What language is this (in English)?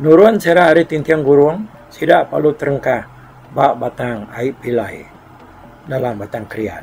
Iban